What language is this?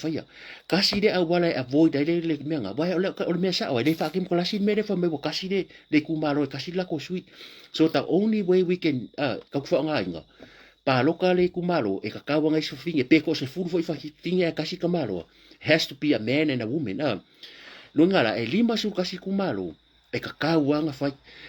Samoan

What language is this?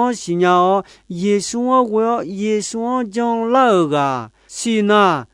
Akha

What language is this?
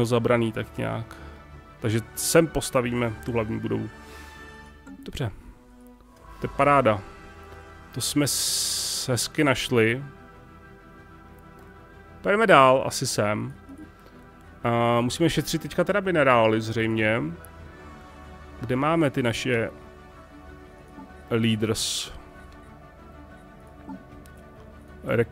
Czech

